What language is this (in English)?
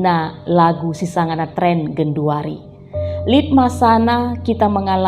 Batak Karo